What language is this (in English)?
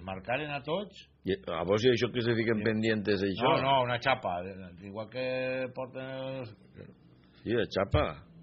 Catalan